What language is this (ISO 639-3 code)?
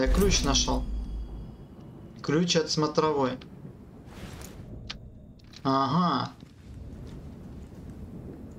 rus